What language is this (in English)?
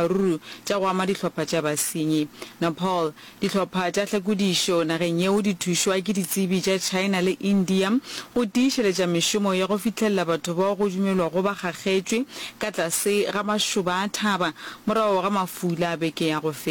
Northern Sotho